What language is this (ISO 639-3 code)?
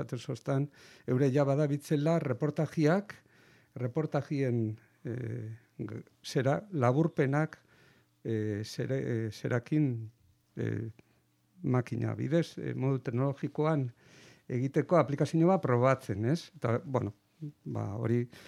eus